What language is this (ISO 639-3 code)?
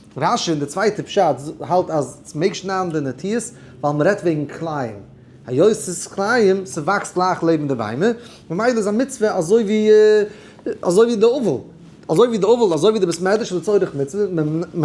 yid